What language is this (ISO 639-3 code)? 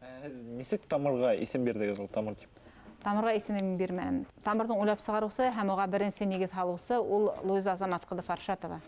bak